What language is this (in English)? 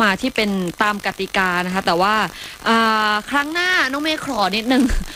Thai